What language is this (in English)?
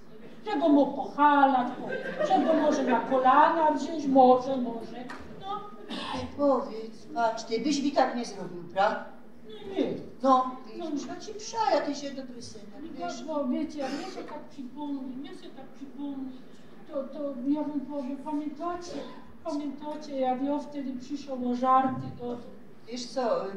Silesian